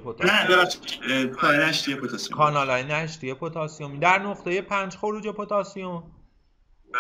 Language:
Persian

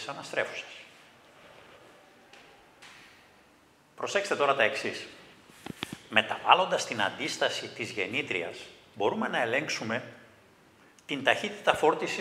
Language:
Greek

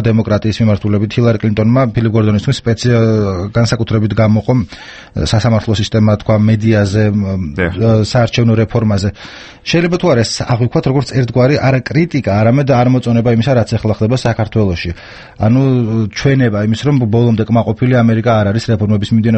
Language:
Georgian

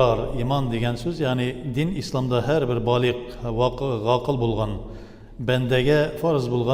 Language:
Tatar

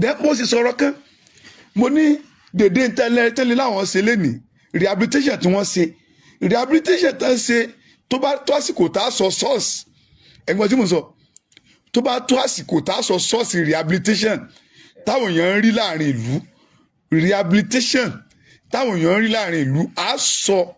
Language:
Yoruba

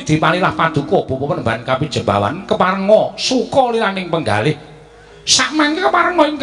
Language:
Javanese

